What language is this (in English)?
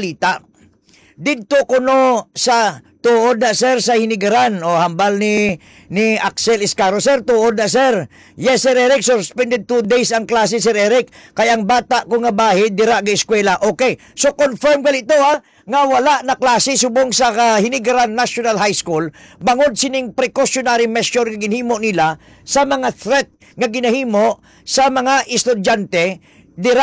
Hiligaynon